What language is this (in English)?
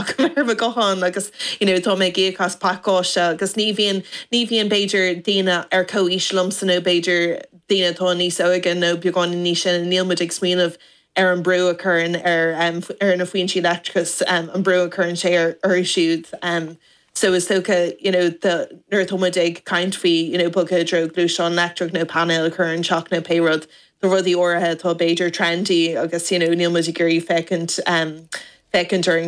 Irish